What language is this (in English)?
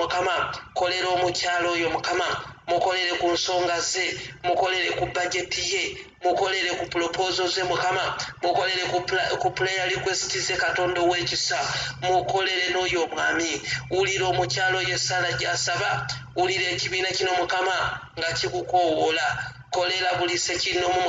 Ganda